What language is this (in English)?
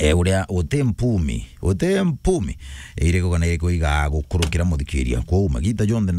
Meru